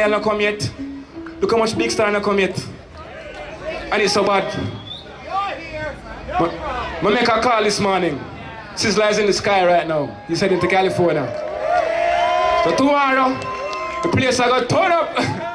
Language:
English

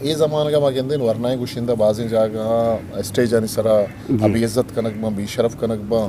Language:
Eastern Balochi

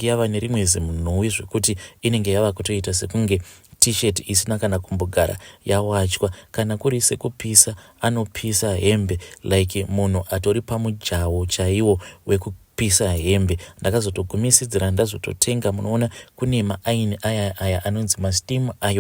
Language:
Shona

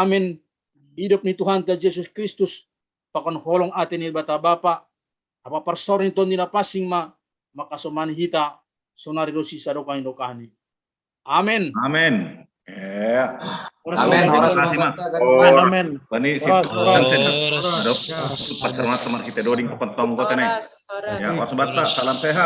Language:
Batak Simalungun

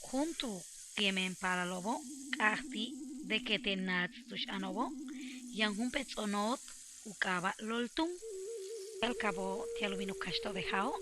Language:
Yucateco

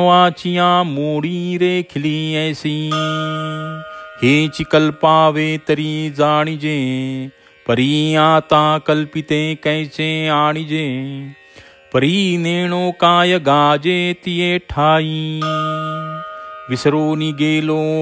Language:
Marathi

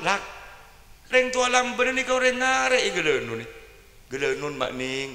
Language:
Madurese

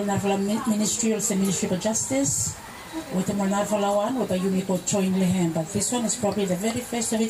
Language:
Bislama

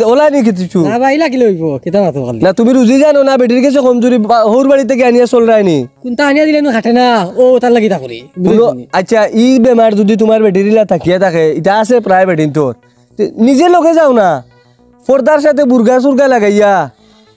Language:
Sylheti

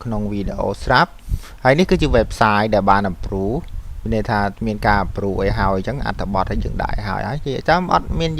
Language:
Khmer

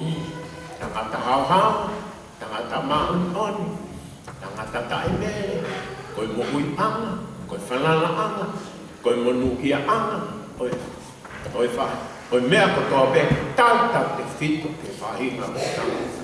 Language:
Tongan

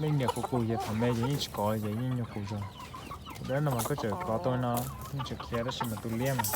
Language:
Hmong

